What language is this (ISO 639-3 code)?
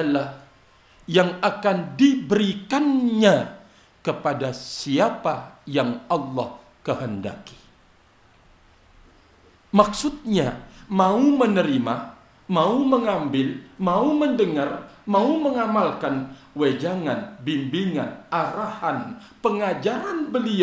ind